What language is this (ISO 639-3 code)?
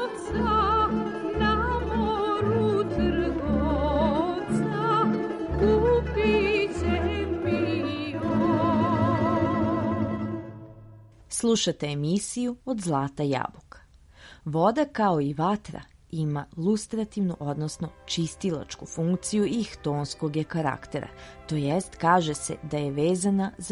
srp